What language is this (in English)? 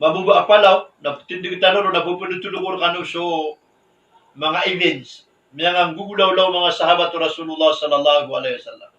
Maranao